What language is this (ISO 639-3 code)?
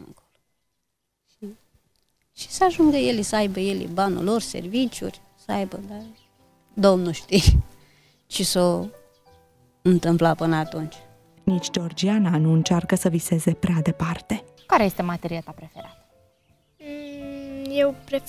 ron